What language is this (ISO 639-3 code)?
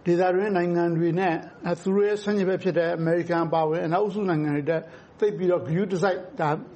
mya